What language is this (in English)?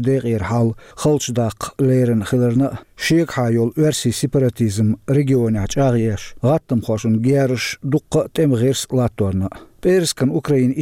Chechen